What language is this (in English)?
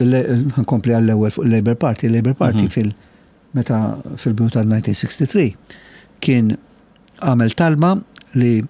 Maltese